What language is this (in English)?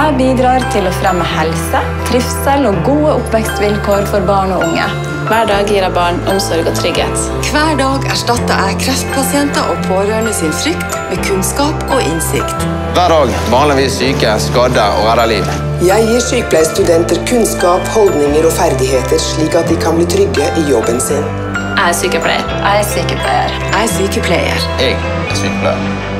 Norwegian